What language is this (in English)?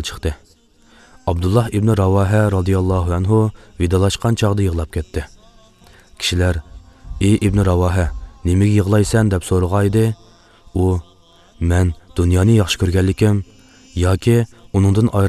Uyghur